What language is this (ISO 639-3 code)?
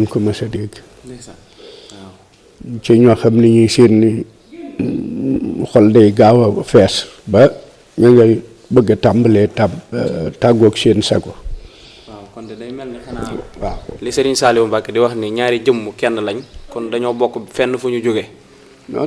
wol